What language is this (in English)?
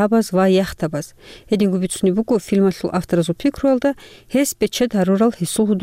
Avaric